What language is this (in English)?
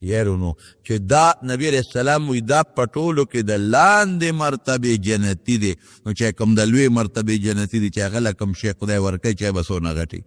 Pashto